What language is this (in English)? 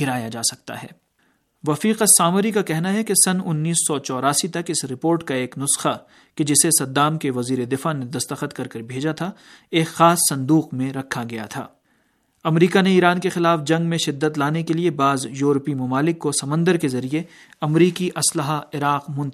Urdu